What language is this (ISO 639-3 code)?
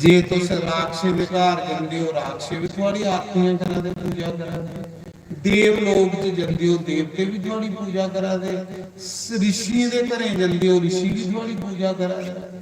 doi